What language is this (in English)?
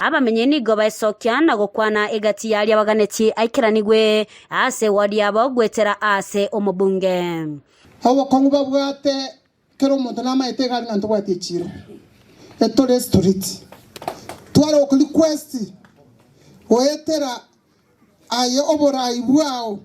Gusii